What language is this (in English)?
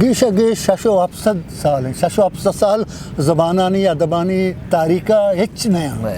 Eastern Balochi